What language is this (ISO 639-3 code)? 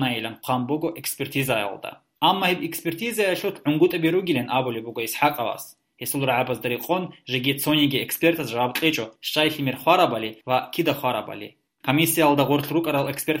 ava